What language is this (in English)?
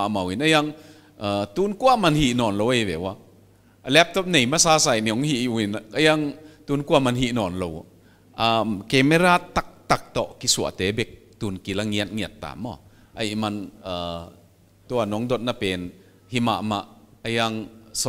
Paite Chin